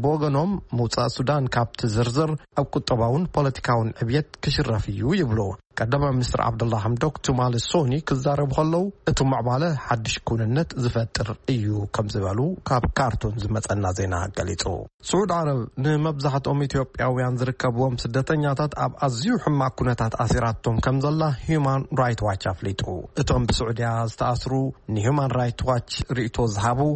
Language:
Tigrinya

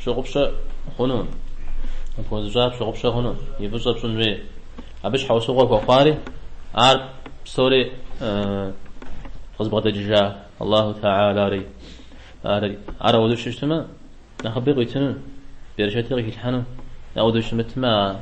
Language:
Kabardian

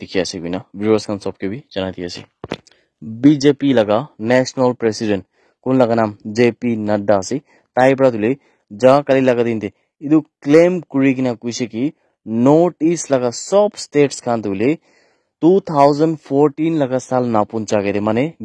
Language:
Naga Pidgin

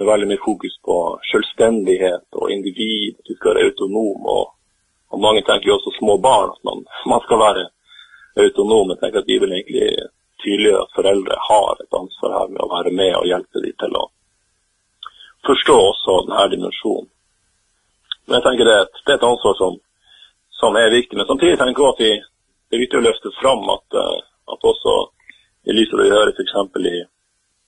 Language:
Norwegian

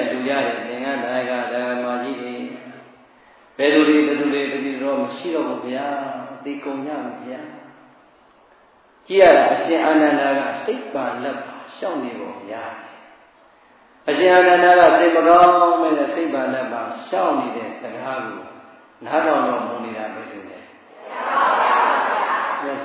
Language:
Burmese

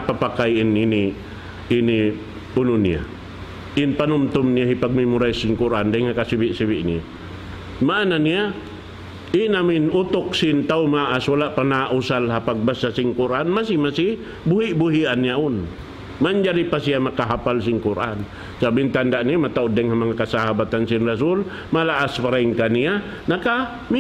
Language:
Tausug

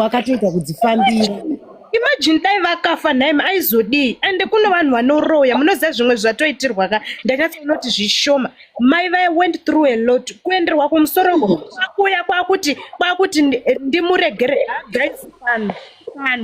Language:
Shona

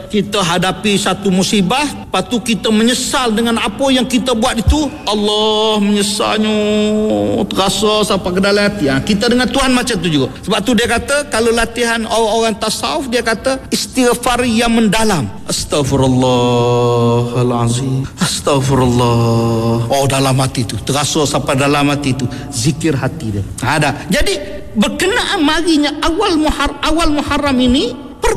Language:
Malay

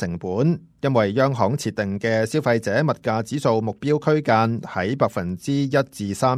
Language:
Cantonese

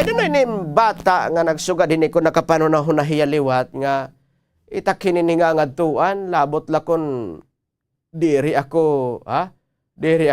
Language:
Waray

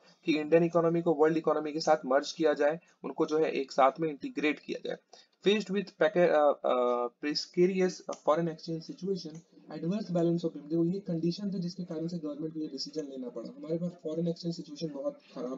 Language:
Hindi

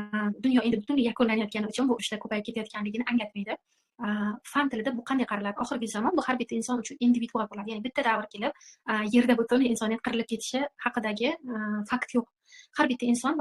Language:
Uzbek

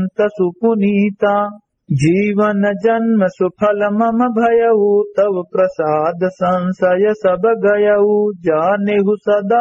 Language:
Awadhi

